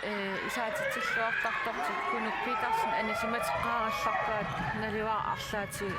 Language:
Kalaallisut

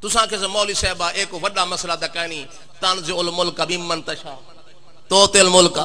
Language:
Saraiki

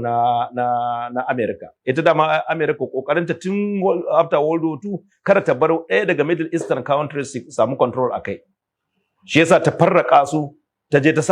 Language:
Hausa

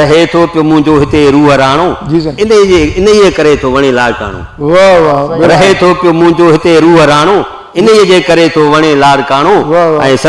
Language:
Sindhi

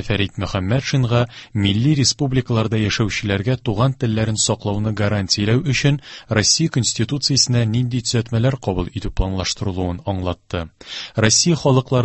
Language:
Tatar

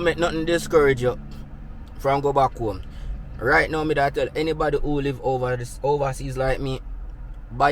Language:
Jamaican Creole English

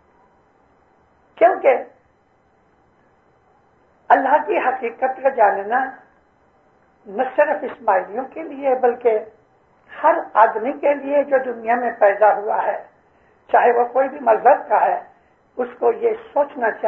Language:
Urdu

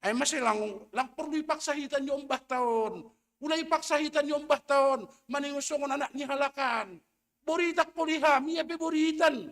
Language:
Batak Simalungun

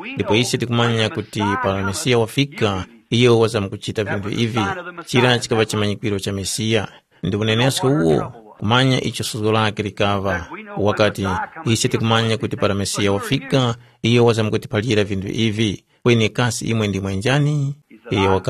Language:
Tumbuka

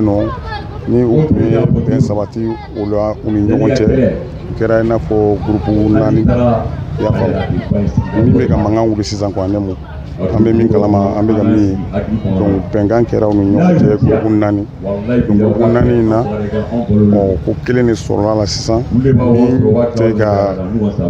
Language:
Bambara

